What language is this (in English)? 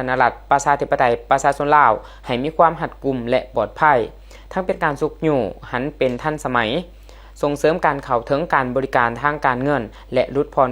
Lao